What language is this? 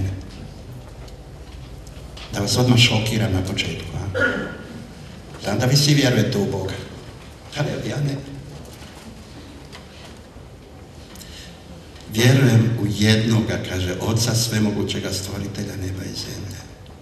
Croatian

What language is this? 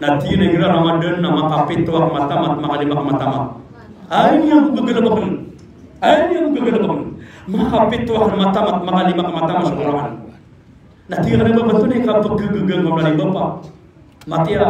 Maranao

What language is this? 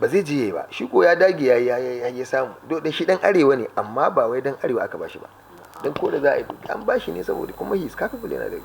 Hausa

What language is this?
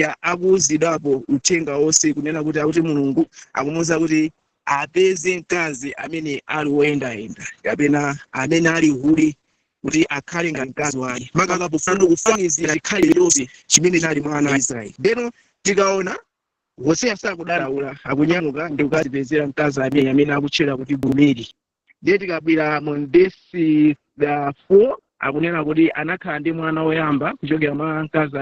Nyanja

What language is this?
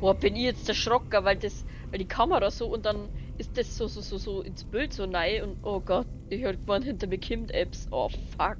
Bavarian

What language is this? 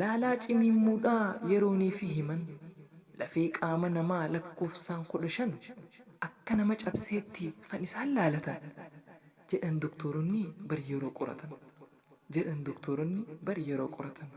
Oromo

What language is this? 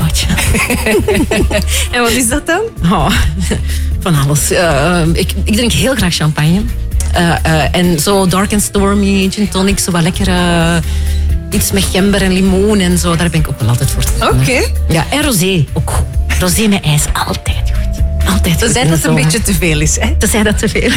Dutch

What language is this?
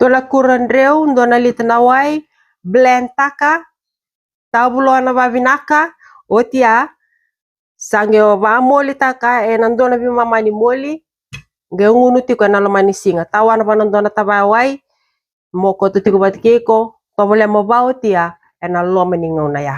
Fijian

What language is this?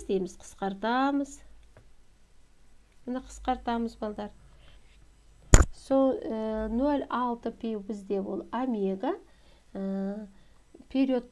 Kazakh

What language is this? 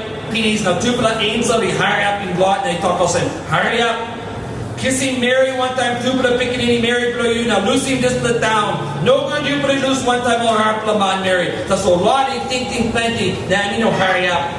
Tok Pisin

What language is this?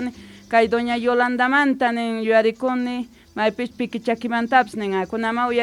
South Bolivian Quechua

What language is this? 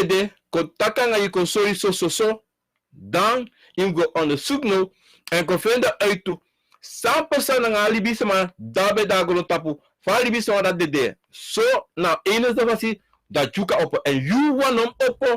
Sranan Tongo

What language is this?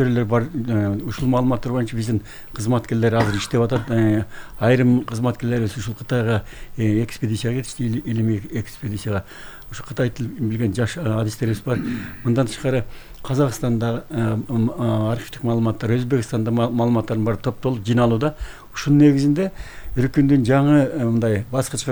Kyrgyz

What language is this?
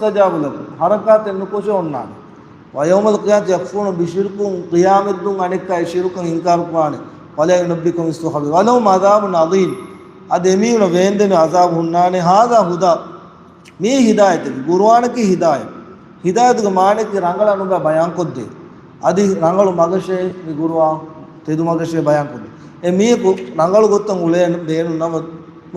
Divehi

